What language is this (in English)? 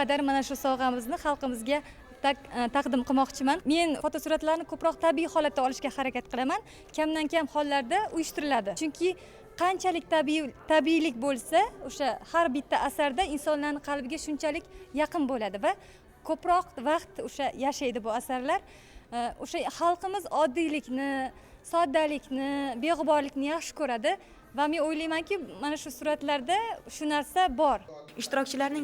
Uzbek